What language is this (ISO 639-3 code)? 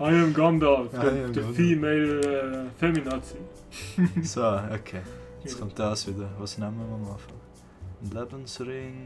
gsw